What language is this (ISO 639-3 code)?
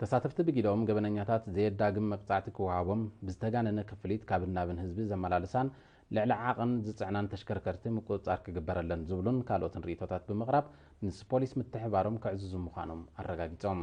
tir